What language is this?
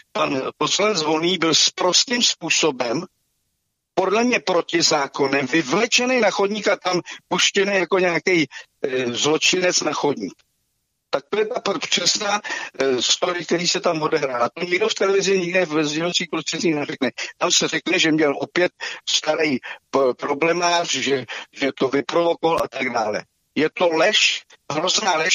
Czech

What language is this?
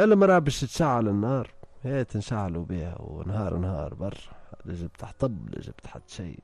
Tunisian Arabic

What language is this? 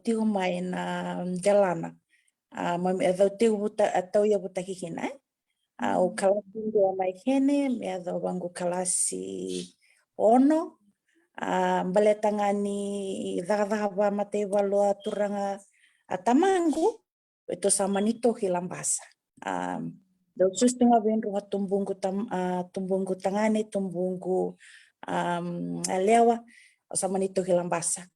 Fijian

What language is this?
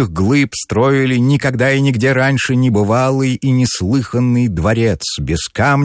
Russian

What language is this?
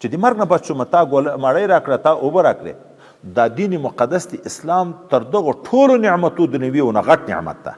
Pashto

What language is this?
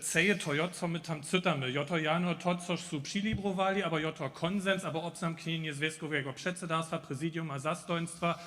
Upper Sorbian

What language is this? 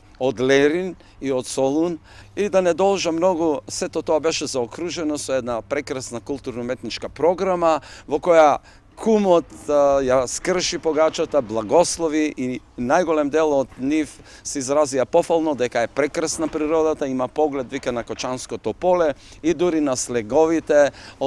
Macedonian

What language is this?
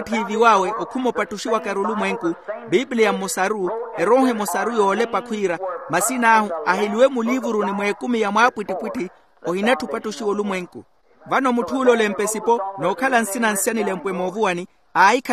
Makhuwa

